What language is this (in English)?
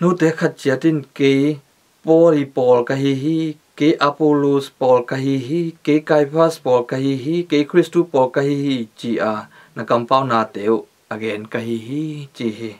Tedim Chin